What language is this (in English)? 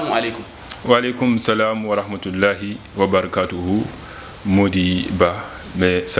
Fula